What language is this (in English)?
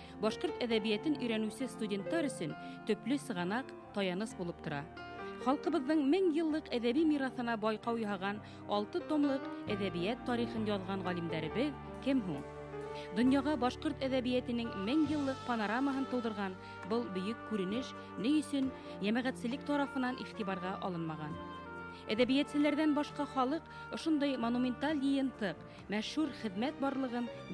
Bashkir